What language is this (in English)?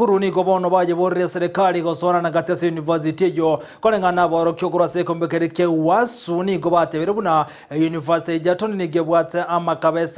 Gusii